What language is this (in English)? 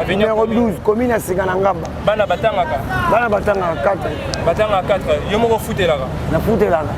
Lingala